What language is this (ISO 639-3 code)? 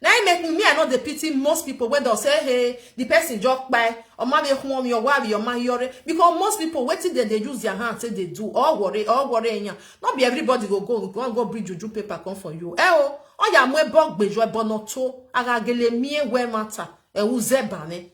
pcm